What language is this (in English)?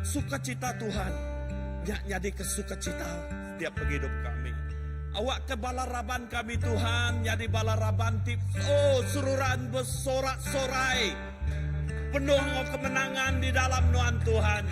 Iban